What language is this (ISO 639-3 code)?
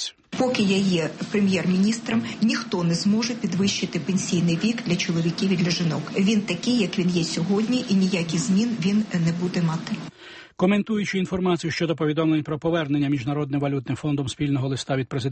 ukr